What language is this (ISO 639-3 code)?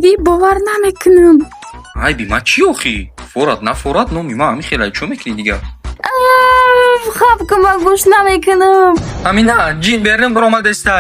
tgk